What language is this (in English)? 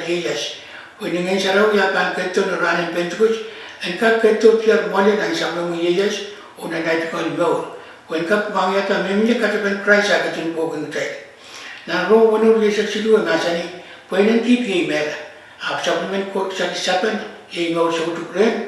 Pohnpeian